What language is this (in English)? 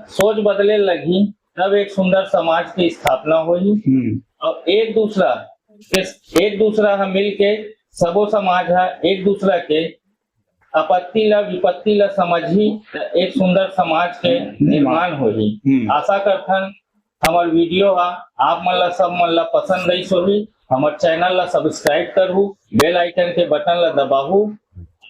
Chhattisgarhi